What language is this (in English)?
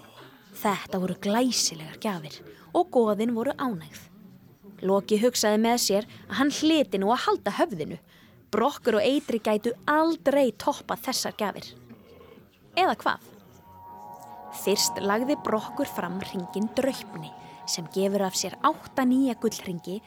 Icelandic